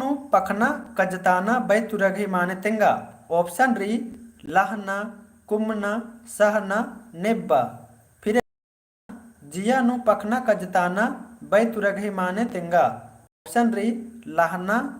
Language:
Kurukh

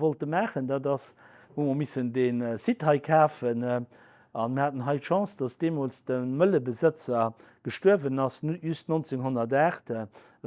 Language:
Luxembourgish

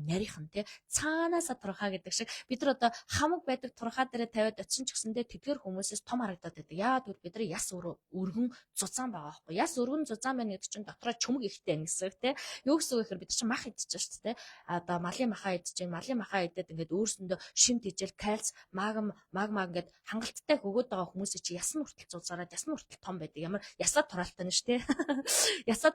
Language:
Mongolian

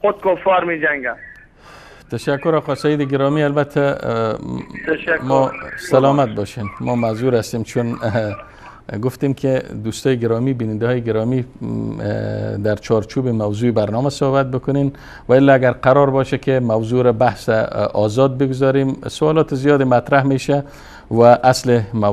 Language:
Persian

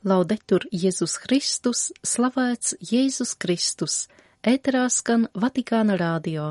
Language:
Latvian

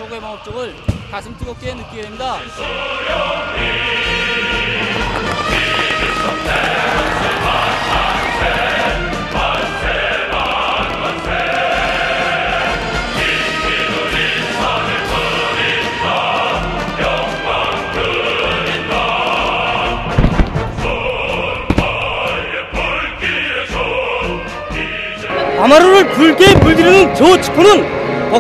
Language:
Korean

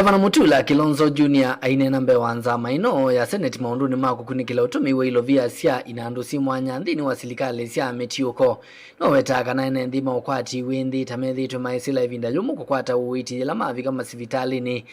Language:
Kamba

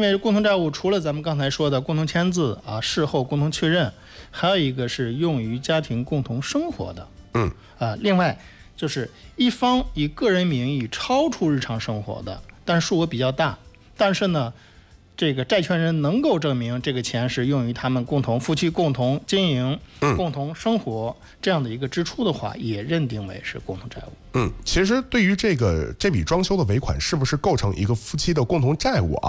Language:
Chinese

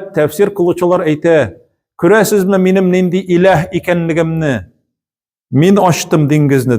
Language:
Tatar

